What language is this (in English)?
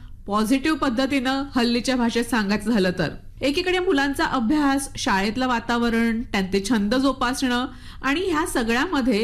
Marathi